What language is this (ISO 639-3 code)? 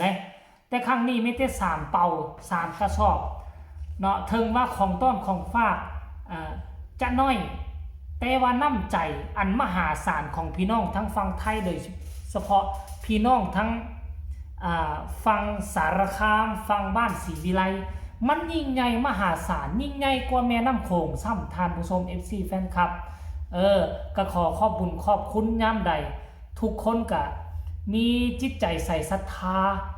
tts